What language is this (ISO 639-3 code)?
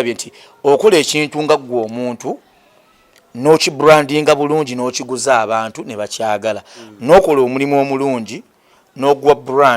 lug